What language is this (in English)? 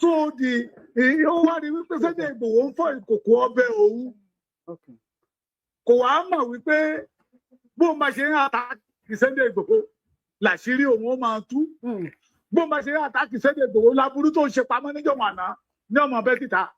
Yoruba